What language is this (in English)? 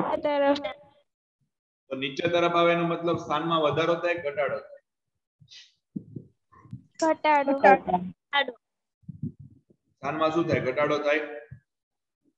Gujarati